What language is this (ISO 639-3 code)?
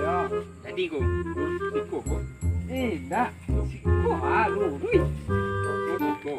min